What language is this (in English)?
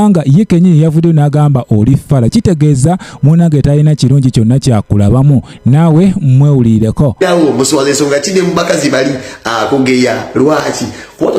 Ganda